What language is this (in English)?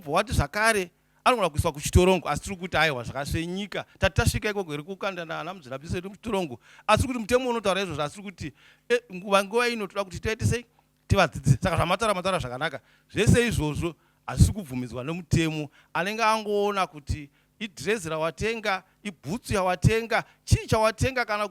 Shona